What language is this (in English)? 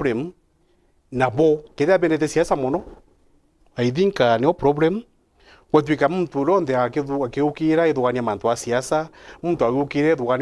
Meru